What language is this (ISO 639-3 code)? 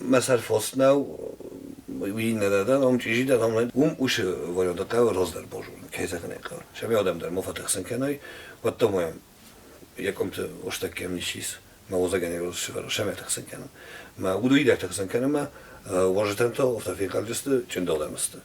oss